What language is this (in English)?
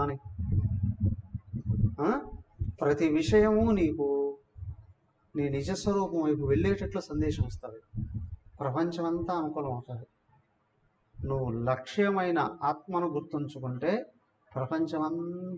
Telugu